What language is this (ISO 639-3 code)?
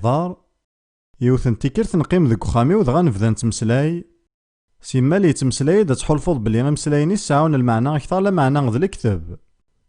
kab